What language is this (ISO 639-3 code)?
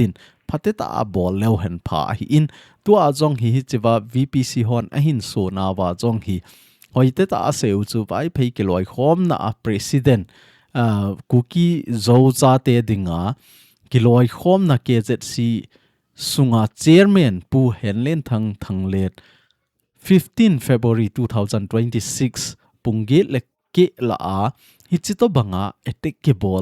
tcz